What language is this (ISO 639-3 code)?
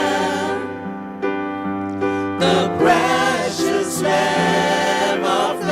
pap